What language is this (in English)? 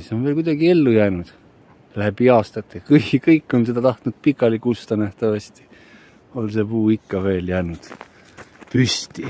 Estonian